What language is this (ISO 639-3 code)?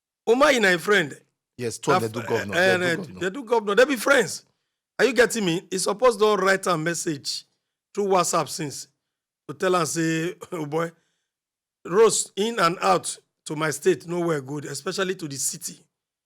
pcm